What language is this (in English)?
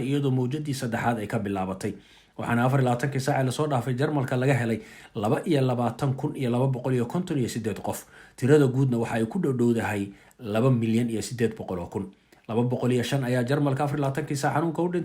Somali